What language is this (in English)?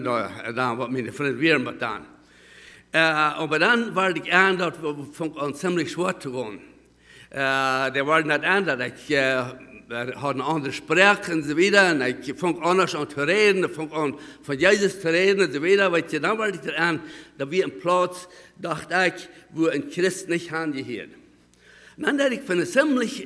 Plautdietsch